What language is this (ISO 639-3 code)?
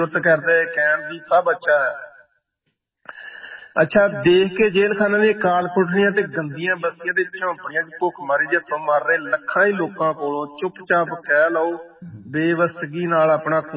pan